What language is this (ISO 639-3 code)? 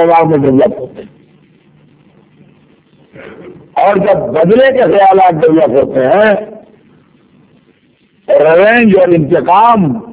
urd